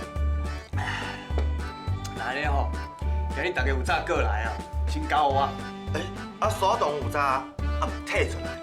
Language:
Min Nan Chinese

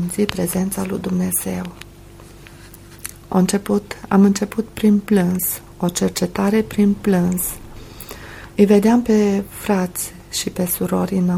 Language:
Romanian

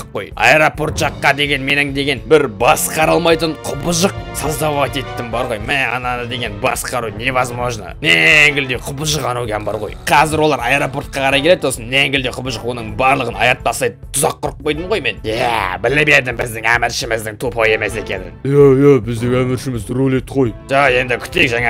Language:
Kazakh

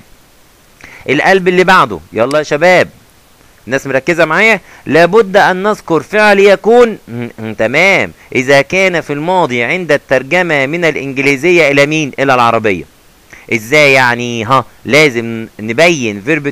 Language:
Egyptian Arabic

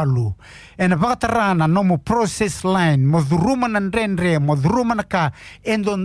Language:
Fijian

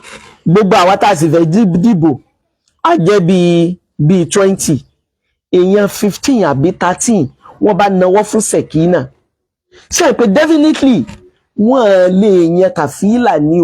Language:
Yoruba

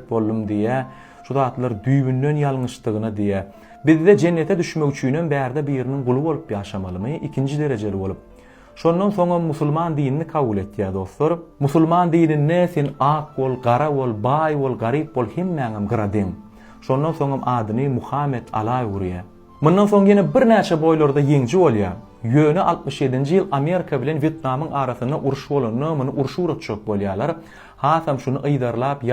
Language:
Turkmen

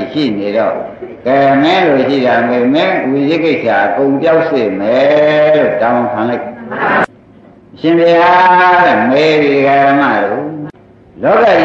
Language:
Burmese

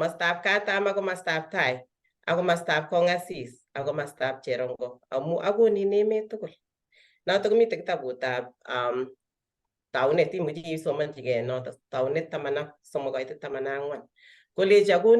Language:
Kalenjin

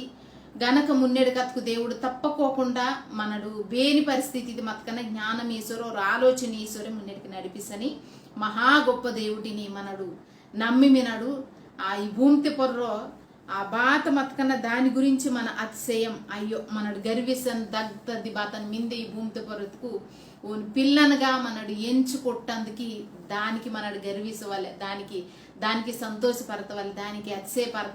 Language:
Koya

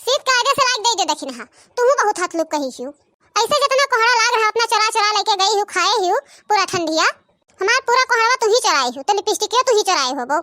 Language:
Awadhi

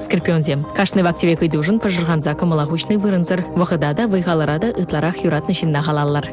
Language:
Chuvash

